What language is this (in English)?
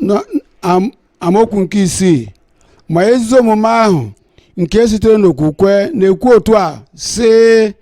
Igbo